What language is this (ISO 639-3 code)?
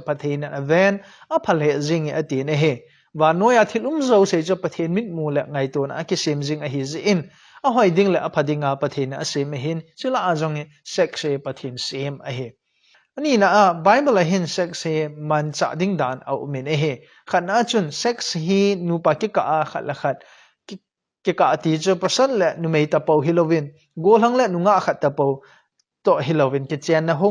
tcz